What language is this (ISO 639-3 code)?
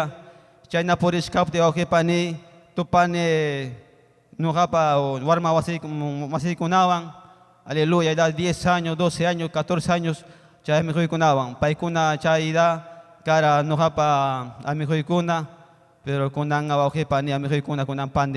quy